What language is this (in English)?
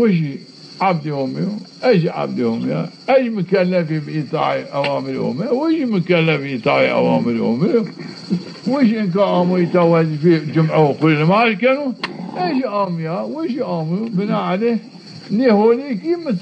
Zaza